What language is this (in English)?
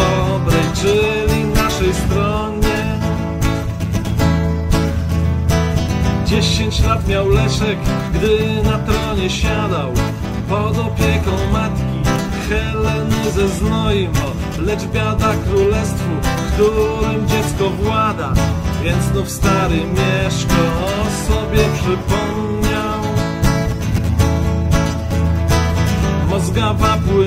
Polish